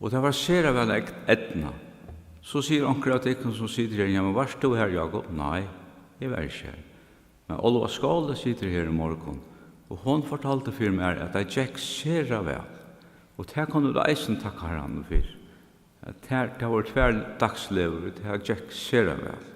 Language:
Faroese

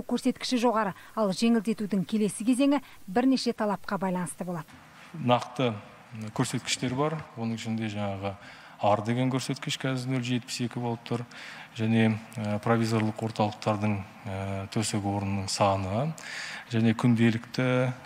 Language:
Kazakh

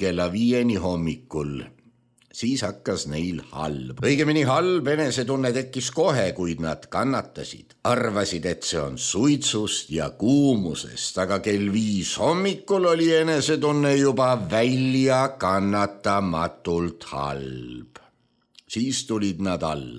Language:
Estonian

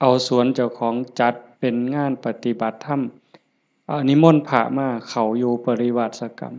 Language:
Lao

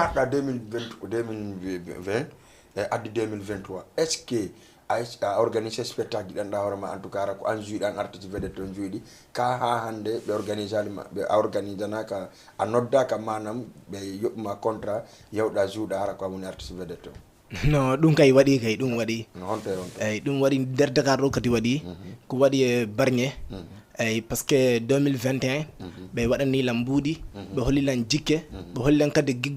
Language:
Fula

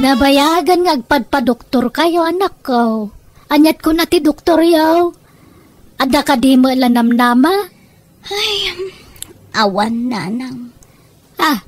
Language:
Iloko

